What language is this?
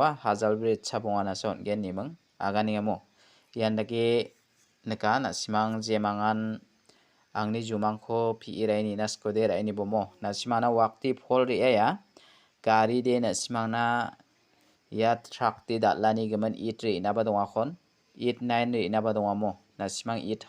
Garo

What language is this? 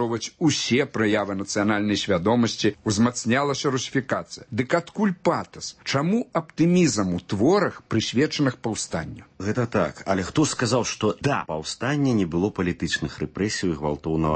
Belarusian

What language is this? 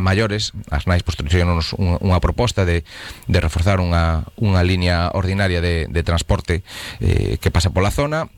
Galician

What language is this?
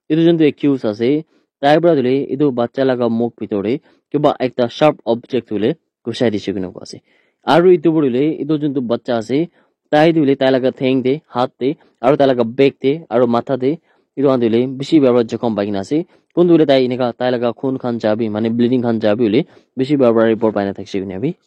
Naga Pidgin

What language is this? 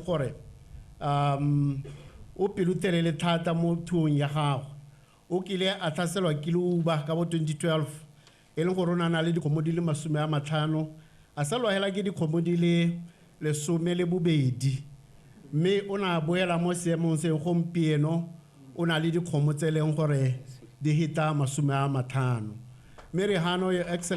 Tswana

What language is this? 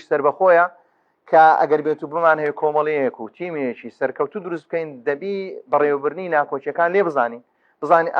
Central Kurdish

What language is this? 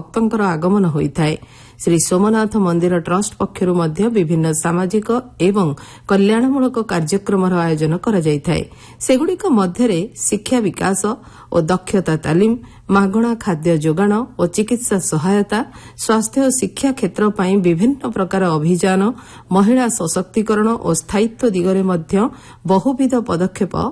Odia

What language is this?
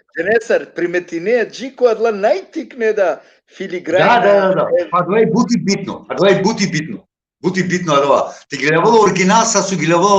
Balkan Romani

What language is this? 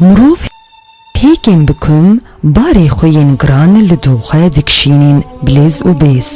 Kurdish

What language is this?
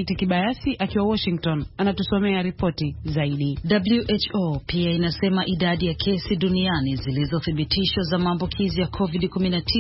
Swahili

